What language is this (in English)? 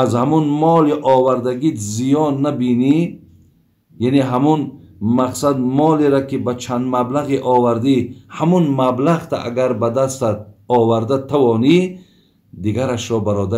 Tajik